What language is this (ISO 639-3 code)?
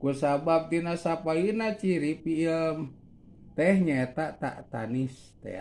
sun